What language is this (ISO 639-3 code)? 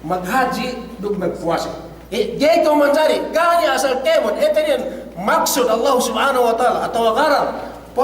yka